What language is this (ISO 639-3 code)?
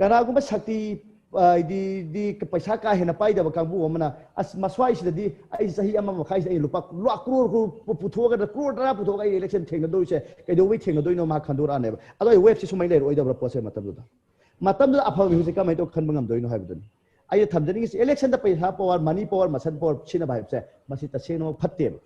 mni